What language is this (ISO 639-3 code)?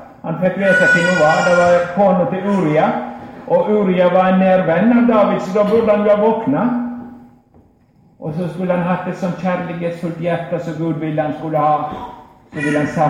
nor